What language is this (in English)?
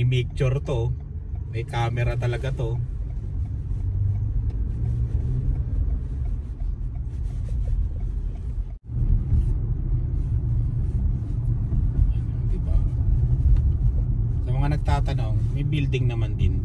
Filipino